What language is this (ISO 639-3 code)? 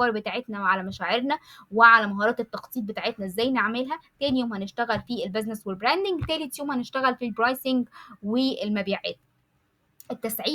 arz